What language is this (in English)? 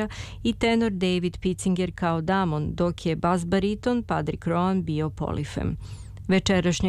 Serbian